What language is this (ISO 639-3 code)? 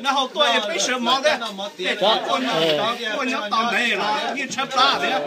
hmn